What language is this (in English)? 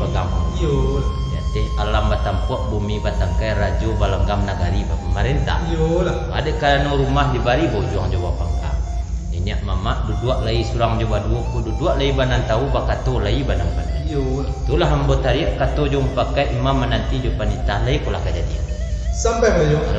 Minangkabau